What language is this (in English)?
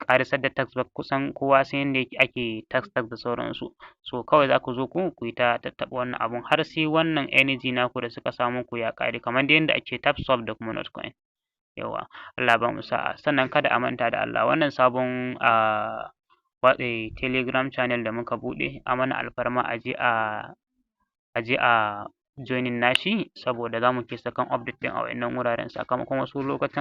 Hausa